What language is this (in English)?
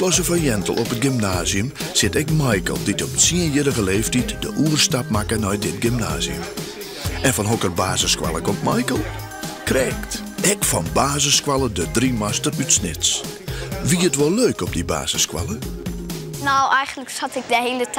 Western Frisian